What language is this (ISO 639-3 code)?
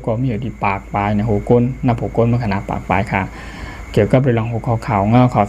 shn